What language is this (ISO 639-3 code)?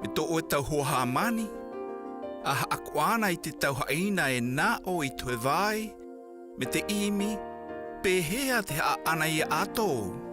mqm